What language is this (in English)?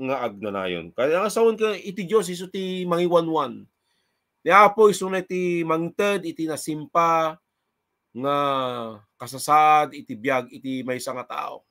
Iloko